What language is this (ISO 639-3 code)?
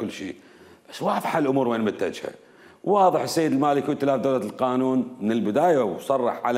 acm